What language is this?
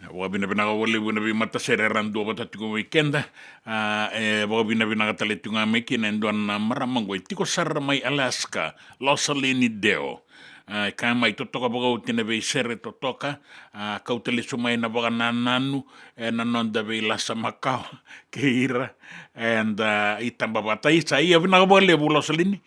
Fijian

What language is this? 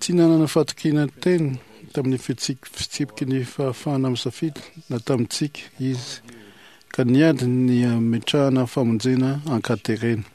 Malagasy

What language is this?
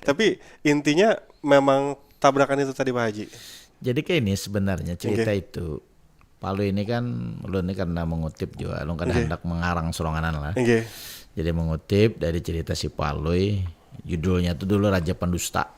Banjar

